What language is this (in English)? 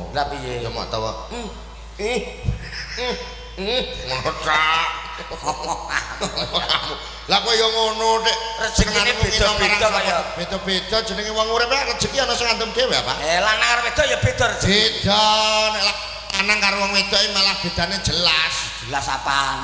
Javanese